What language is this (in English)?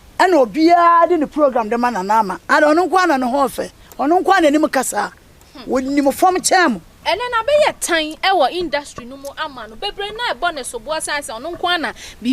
Akan